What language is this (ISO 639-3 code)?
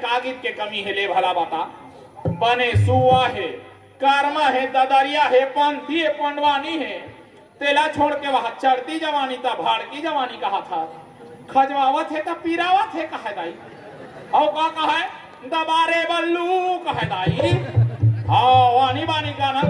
hne